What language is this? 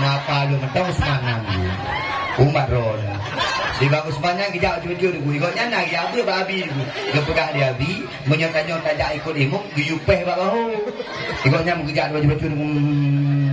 Achinese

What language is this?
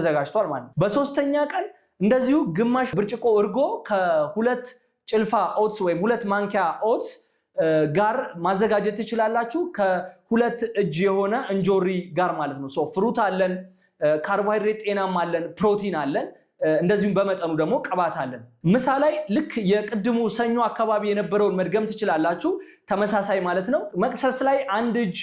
Amharic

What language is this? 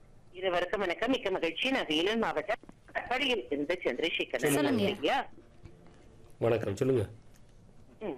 Tamil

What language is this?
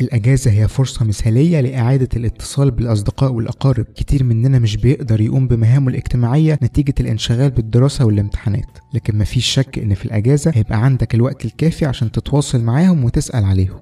Egyptian Arabic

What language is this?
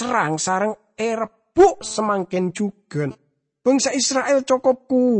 Madurese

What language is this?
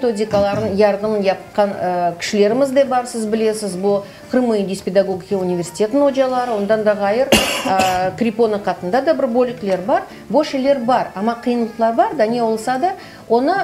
Crimean Tatar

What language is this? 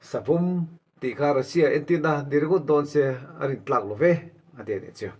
Mizo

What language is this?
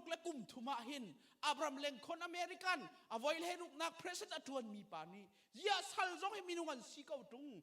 Hakha Chin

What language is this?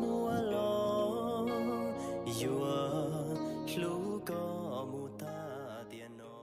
Hmong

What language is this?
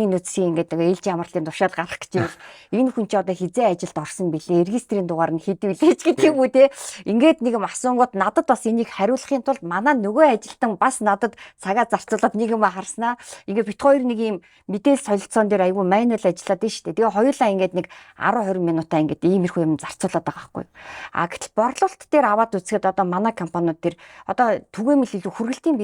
Mongolian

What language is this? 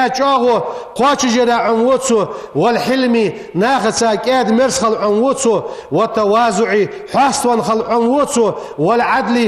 Ingush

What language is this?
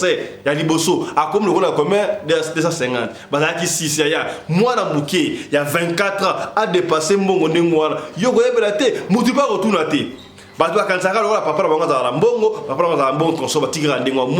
Lingala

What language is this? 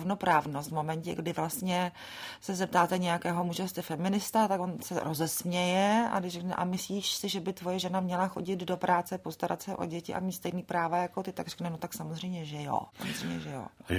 Czech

